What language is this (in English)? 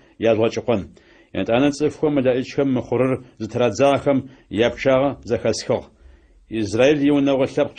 Adyghe